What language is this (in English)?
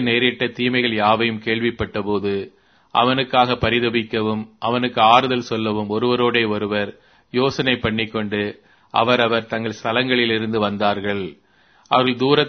Tamil